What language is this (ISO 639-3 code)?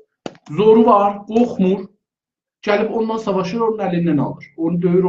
azb